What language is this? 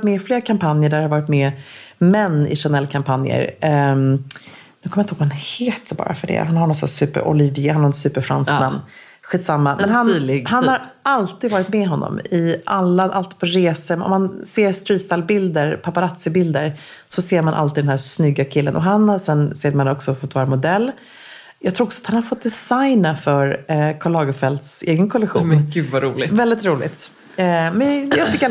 Swedish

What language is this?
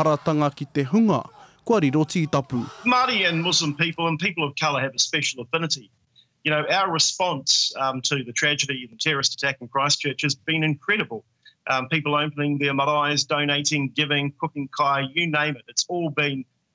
Māori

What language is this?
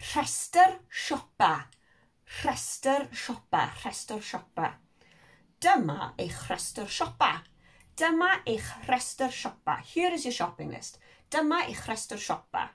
Welsh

